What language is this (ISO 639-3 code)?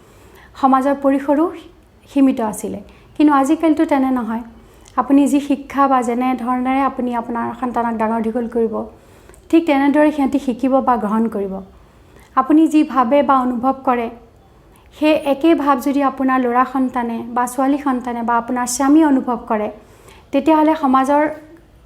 asm